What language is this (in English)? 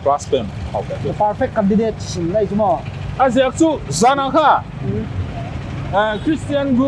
Paite Chin